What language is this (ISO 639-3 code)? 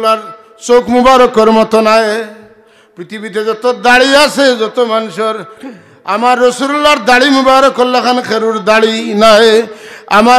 syl